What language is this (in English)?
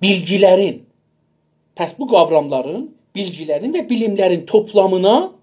South Azerbaijani